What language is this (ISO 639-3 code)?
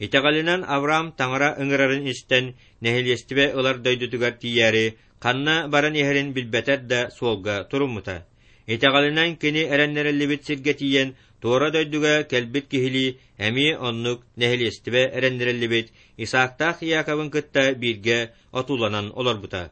sah